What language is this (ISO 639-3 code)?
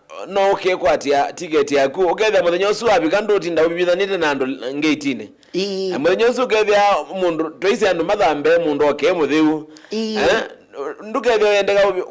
kam